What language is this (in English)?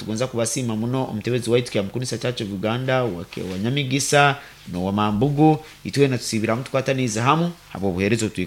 Nyoro